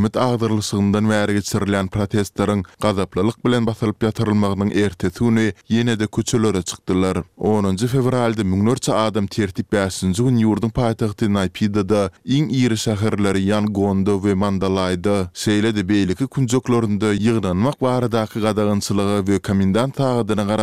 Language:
Turkmen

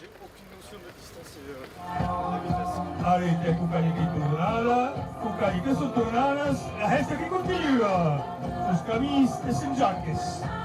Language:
Occitan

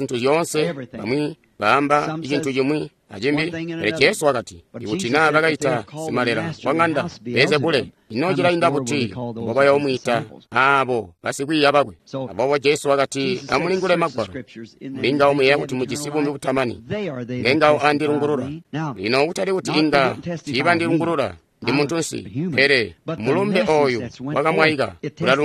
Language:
Tonga (Zambia)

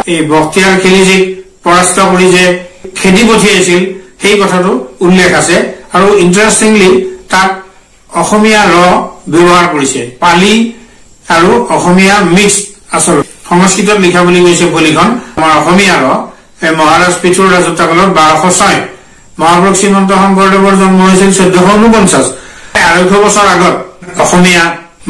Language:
Assamese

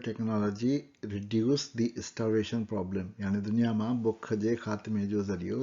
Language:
Sindhi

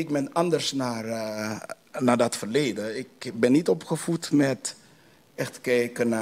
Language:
Dutch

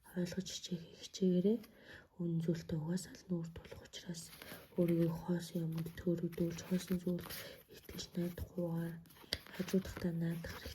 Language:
Mongolian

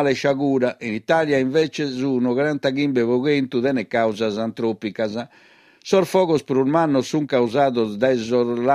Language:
Sardinian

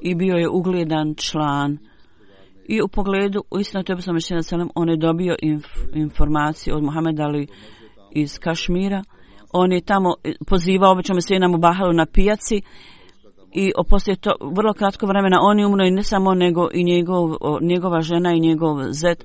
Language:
Bosnian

